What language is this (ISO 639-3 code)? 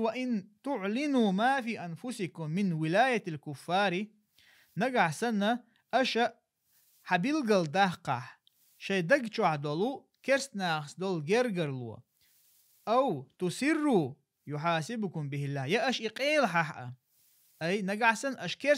che